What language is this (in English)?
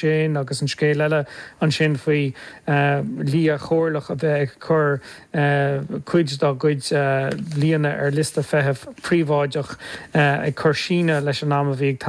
Irish